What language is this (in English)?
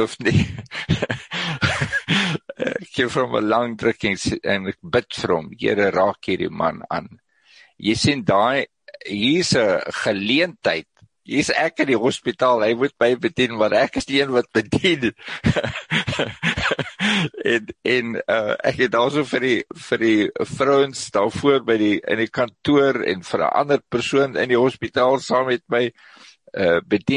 Afrikaans